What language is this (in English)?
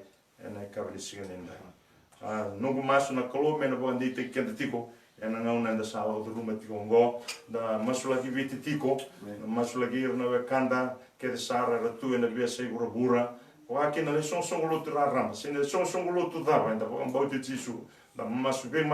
Fijian